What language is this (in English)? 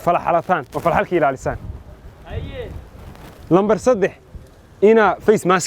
Somali